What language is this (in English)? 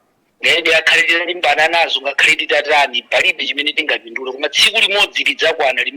Nyanja